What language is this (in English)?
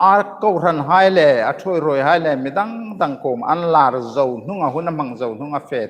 Hmar